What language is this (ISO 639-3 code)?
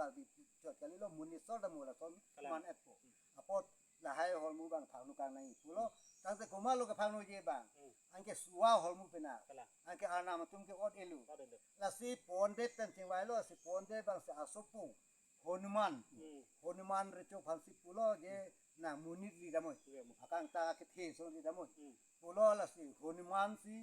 mjw